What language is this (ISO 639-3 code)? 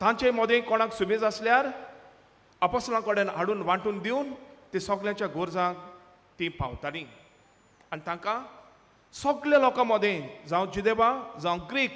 kok